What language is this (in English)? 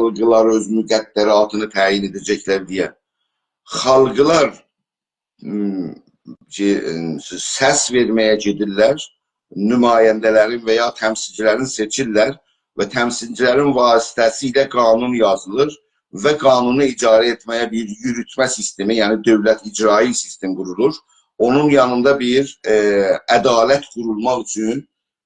South Azerbaijani